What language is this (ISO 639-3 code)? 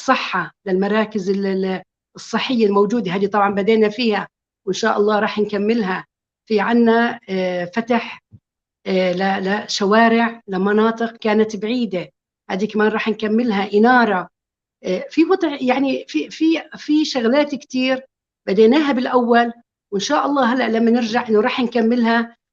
apc